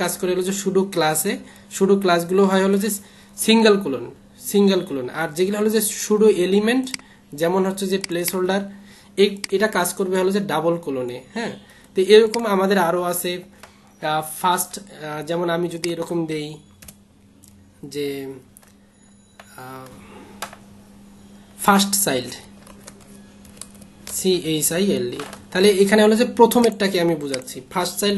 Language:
Bangla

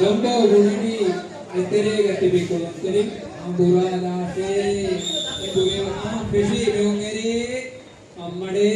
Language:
Divehi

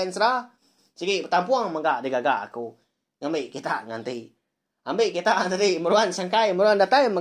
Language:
Iban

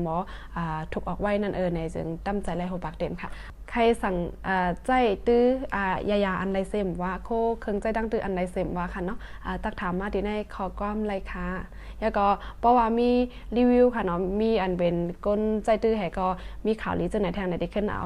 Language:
Shan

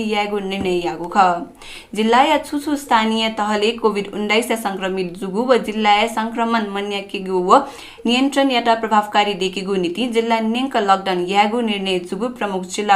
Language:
Newari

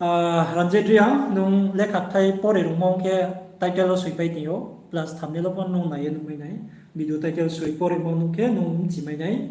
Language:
Riang (India)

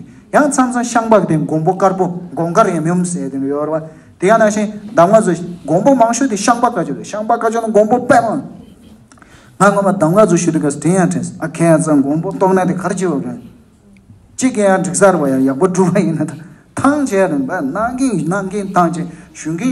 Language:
Tibetan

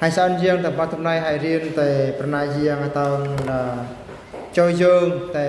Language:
Eastern Bru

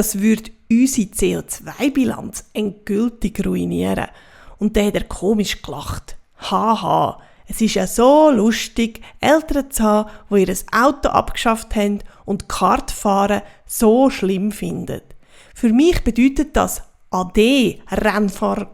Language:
Swiss German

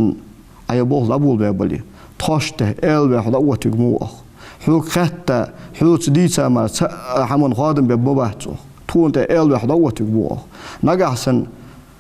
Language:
Ingush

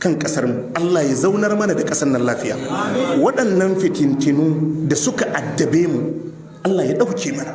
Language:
Hausa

